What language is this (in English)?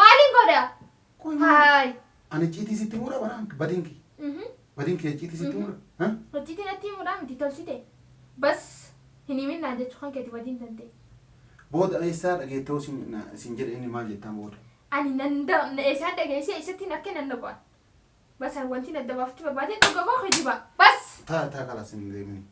Oromo